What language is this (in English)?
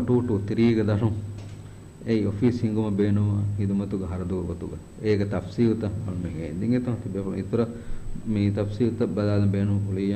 Divehi